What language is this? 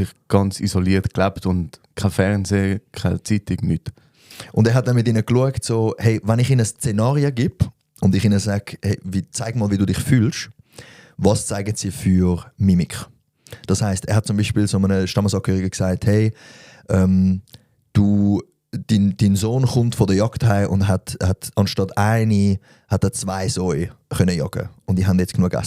Swiss German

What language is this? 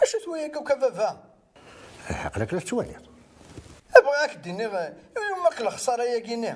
Kabyle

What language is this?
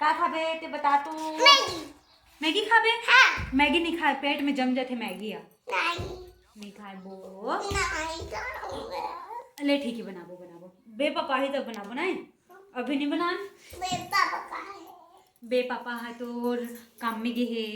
Chhattisgarhi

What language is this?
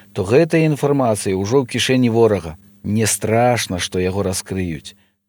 Belarusian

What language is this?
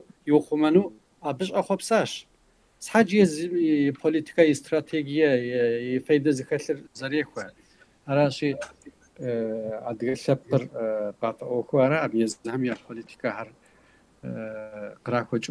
Kabardian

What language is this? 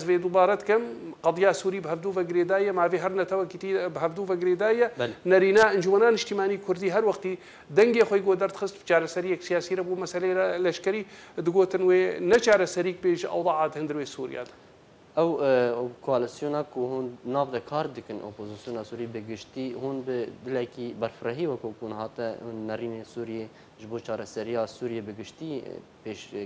Kurdish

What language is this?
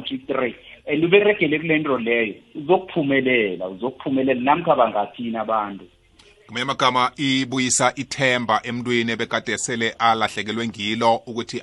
South Ndebele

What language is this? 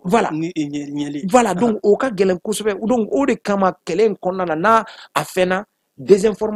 Bambara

